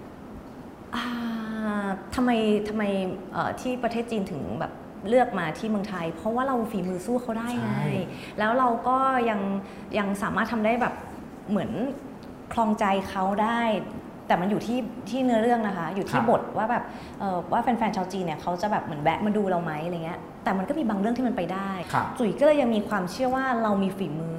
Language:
Thai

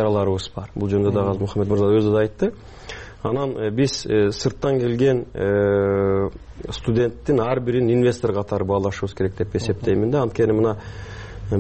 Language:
Kyrgyz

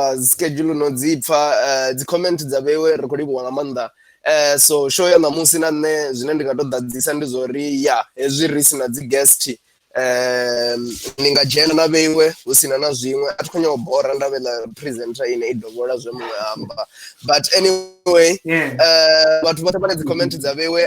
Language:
Venda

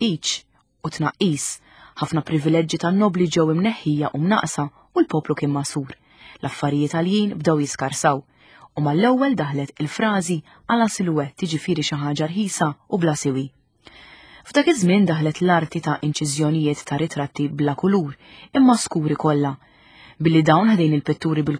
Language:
Maltese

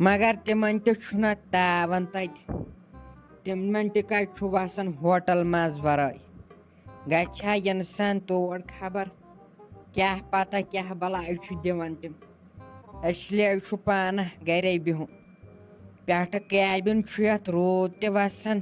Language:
Kashmiri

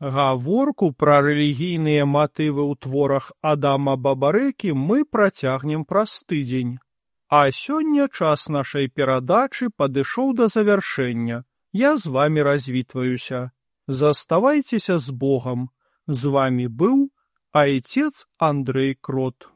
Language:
Belarusian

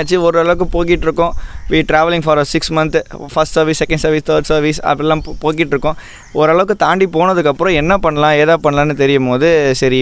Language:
Tamil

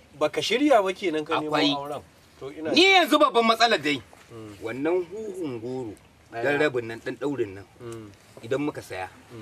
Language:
Hausa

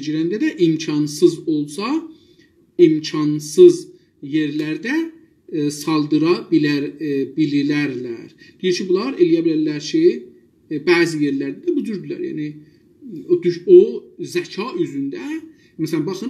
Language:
South Azerbaijani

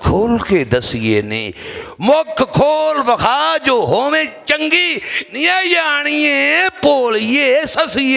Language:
Western Panjabi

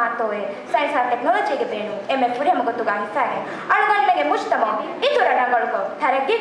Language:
Divehi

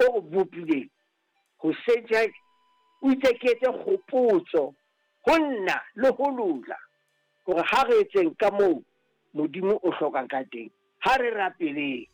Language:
Southern Sotho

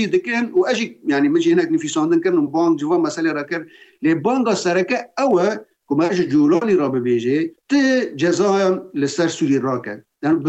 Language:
Kurdish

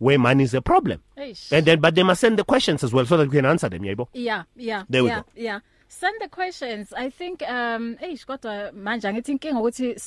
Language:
English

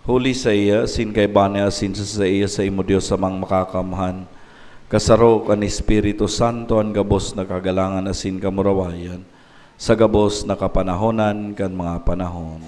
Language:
Bikol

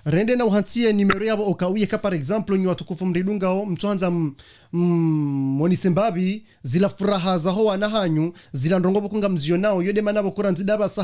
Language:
Ngazidja Comorian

